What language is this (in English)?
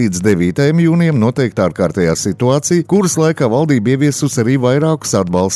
Latvian